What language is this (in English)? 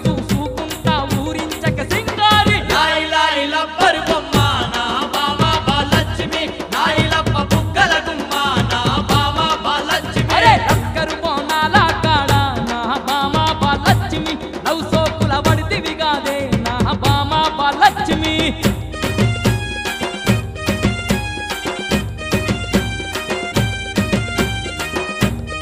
Telugu